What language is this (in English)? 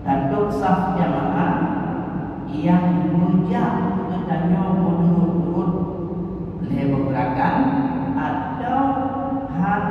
Achinese